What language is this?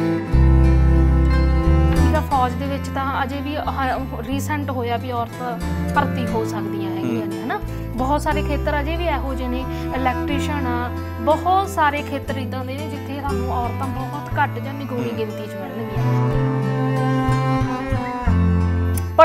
Punjabi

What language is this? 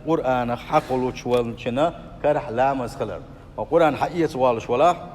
Chechen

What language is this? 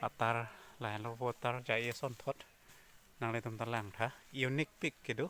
Karbi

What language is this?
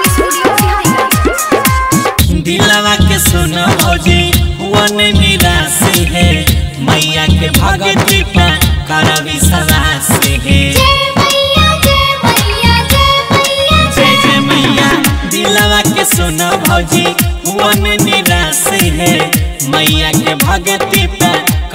Bhojpuri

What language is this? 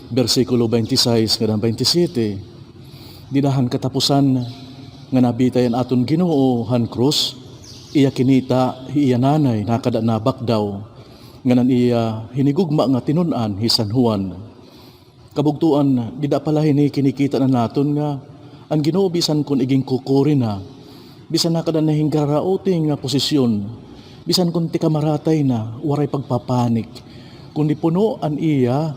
Waray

